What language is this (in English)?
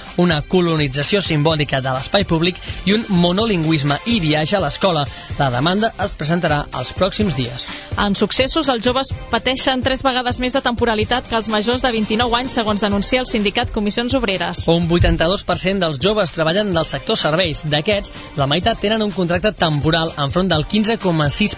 Catalan